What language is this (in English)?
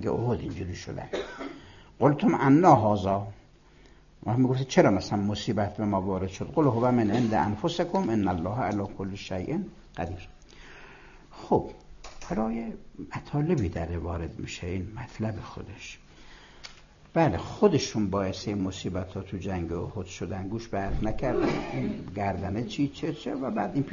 Persian